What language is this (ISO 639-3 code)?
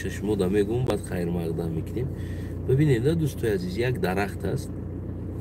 tgk